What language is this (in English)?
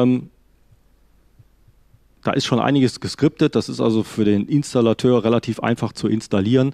German